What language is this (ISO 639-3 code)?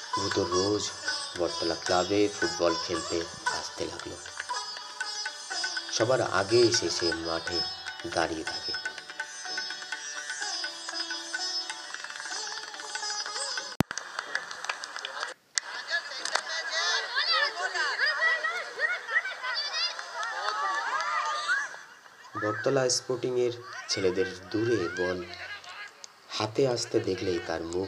ben